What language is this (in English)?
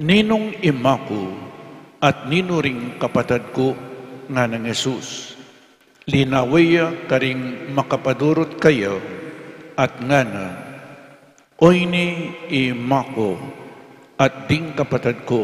Pampanga